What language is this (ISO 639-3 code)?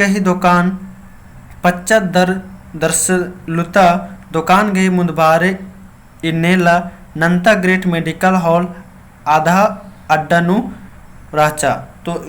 kru